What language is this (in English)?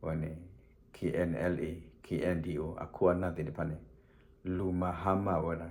S'gaw Karen